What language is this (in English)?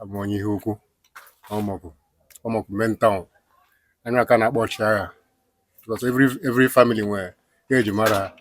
Igbo